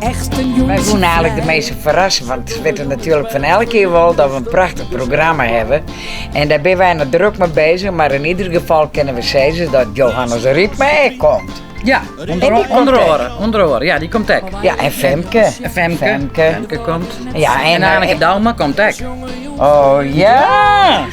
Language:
Western Frisian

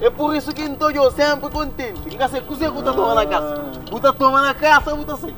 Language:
Kabuverdianu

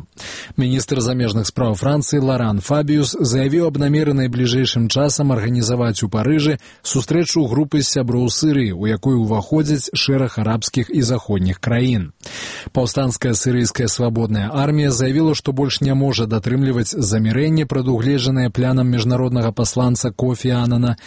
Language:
Belarusian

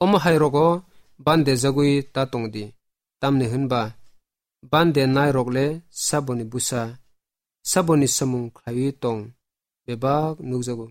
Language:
Kok Borok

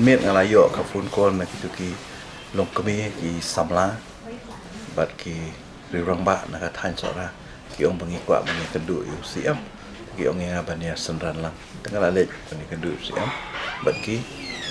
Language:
Khasi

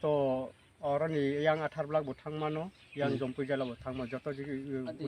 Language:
Kok Borok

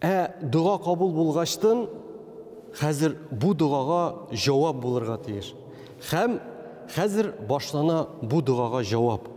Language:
Tatar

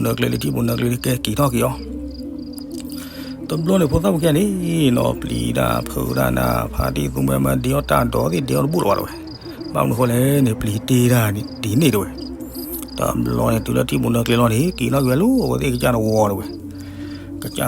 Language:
S'gaw Karen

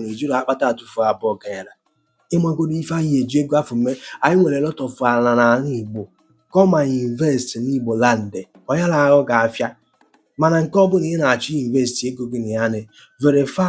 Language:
Igbo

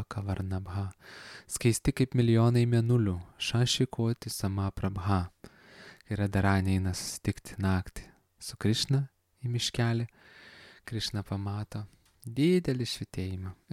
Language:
Lithuanian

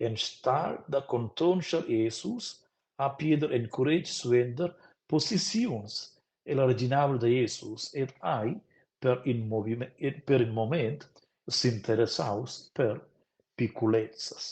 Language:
Romansh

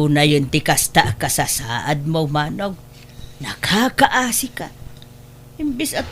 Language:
Iloko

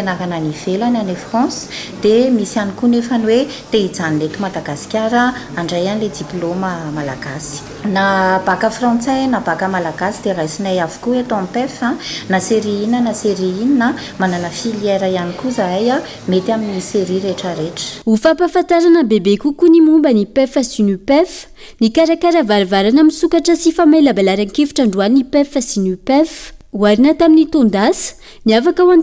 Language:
Malagasy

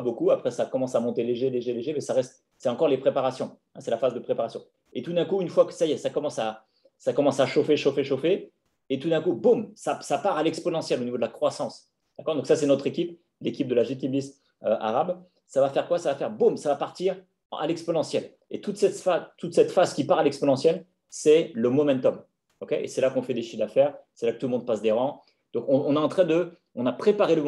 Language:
French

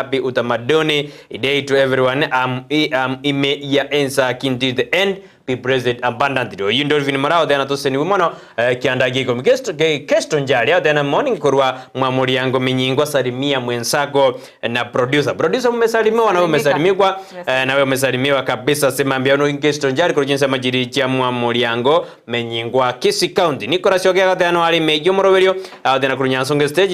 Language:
Gusii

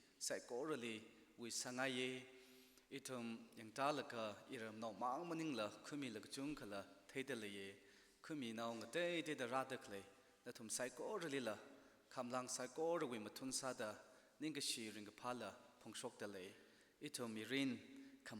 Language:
Tangkhul Naga (India)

